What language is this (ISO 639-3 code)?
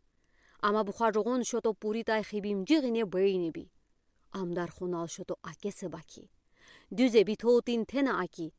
udi